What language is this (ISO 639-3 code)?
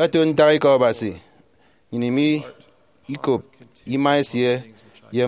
efi